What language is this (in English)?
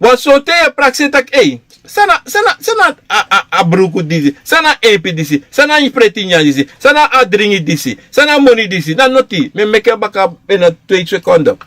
Sranan Tongo